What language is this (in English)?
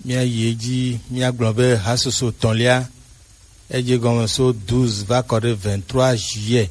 Gen